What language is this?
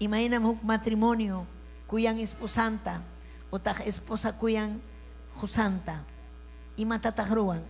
Ayacucho Quechua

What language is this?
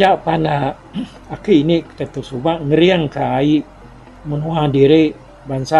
Iban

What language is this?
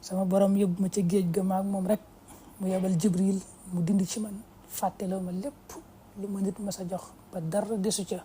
Wolof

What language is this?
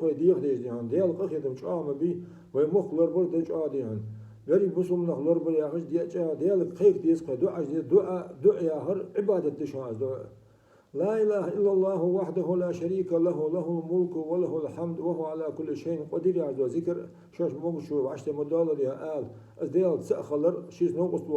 Ingush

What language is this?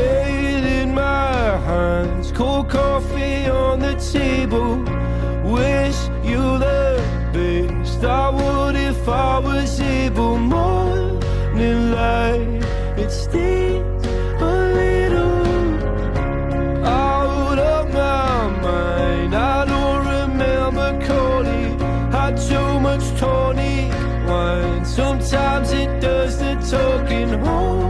English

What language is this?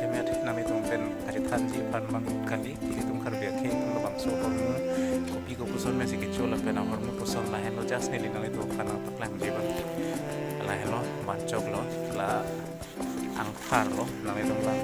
Karbi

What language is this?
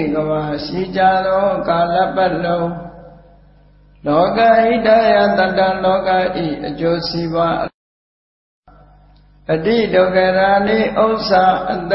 Burmese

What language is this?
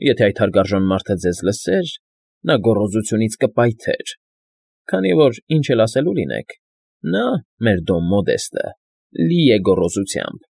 Armenian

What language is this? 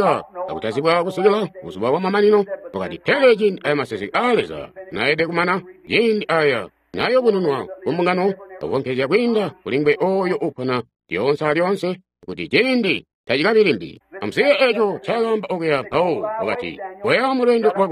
Tonga (Zambia)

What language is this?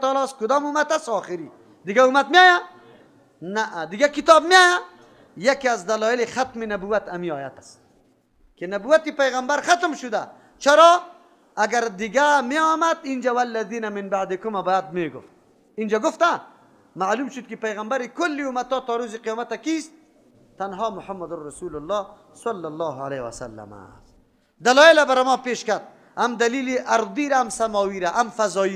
Persian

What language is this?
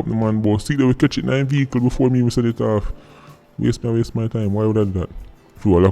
Jamaican Creole English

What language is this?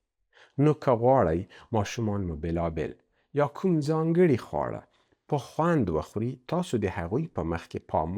Pashto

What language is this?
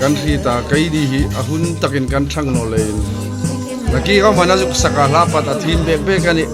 Hmar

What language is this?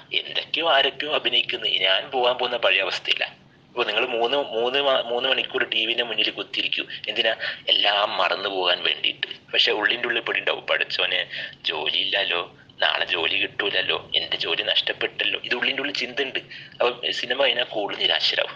Malayalam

